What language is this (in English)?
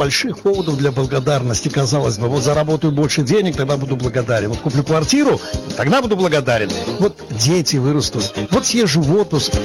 Russian